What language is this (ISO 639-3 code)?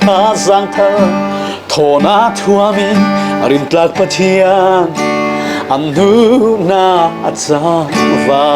cfm